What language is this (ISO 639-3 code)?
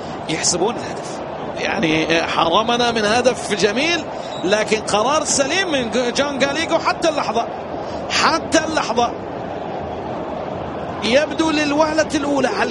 ara